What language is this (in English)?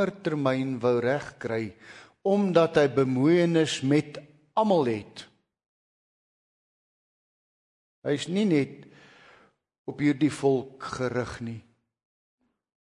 Afrikaans